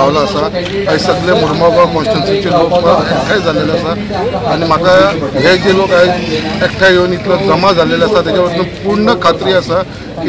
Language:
Konkani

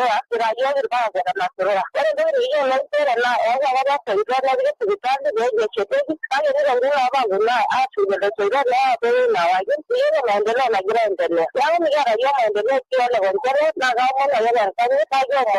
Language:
Masai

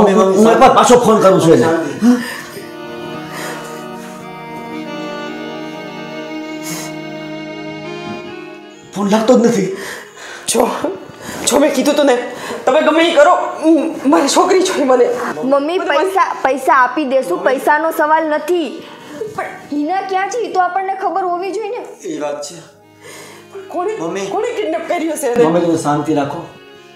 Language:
Gujarati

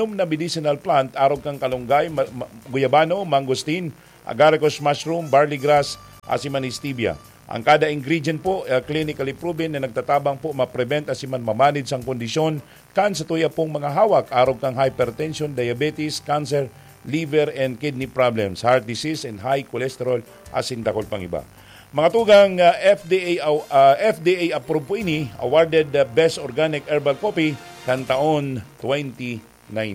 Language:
Bikol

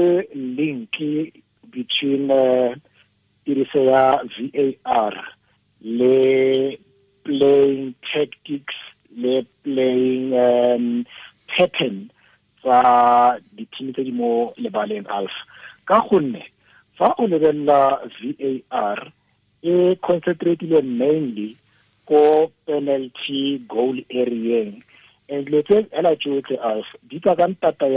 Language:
Tswana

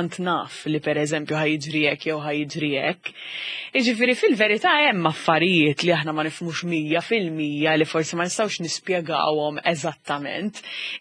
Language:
Maltese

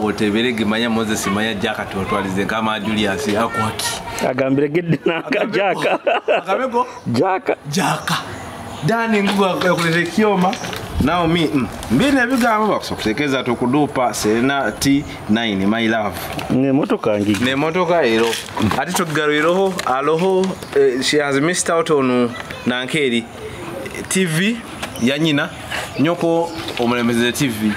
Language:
Nyoro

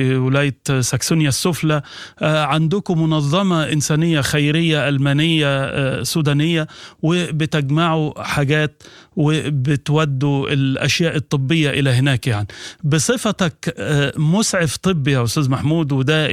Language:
Sudanese Arabic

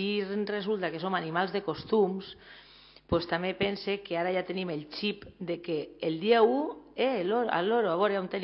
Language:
Catalan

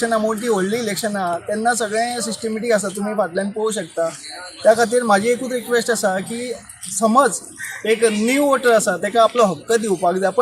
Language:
Konkani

